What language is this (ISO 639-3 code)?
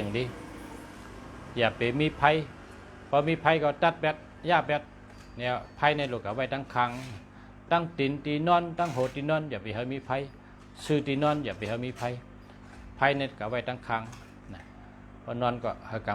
shn